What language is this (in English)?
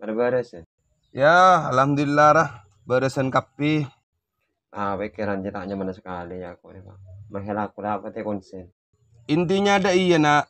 Madurese